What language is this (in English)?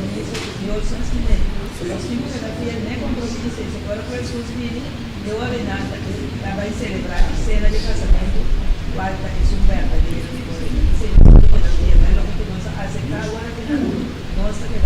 Papiamento